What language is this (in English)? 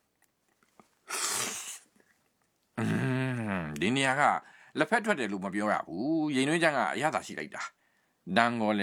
Burmese